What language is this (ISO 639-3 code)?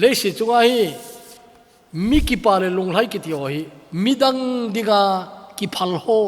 tcz